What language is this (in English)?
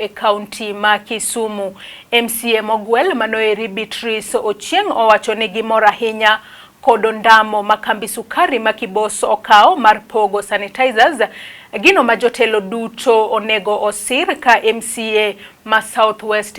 Luo (Kenya and Tanzania)